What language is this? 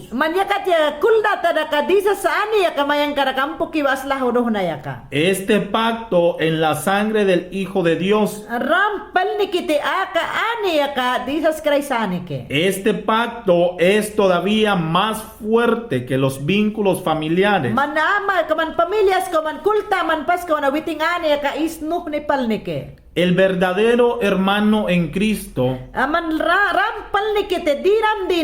Mayangna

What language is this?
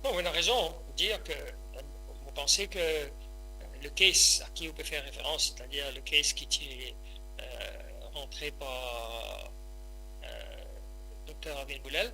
Morisyen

